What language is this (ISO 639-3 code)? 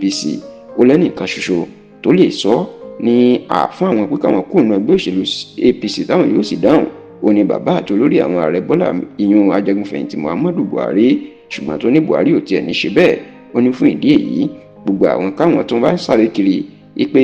yor